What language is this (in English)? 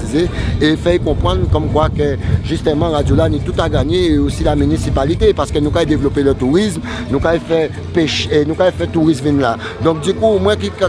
Guadeloupean Creole French